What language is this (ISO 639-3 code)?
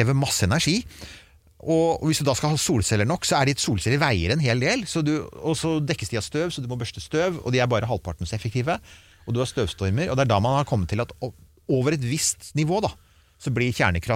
nor